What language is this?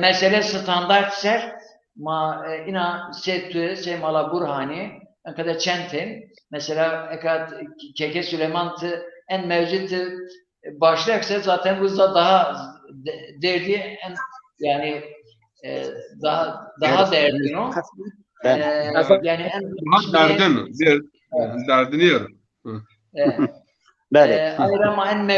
Zaza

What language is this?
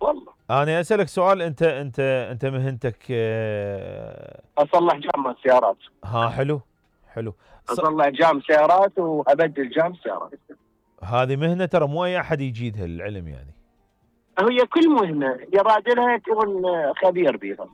Mesopotamian Arabic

